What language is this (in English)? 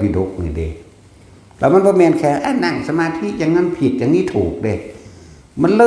Northeastern Thai